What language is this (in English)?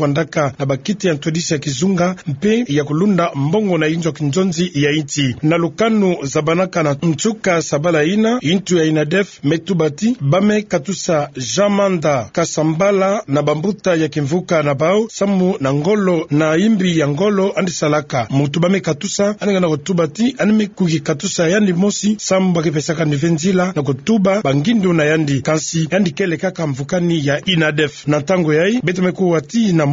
Kituba (Democratic Republic of Congo)